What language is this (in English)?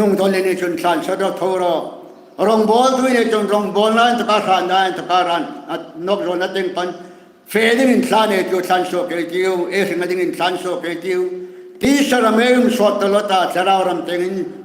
Hmar